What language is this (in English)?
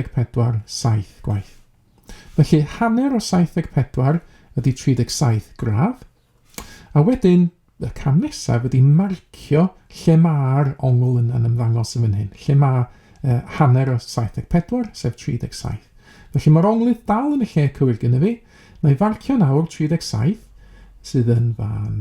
Welsh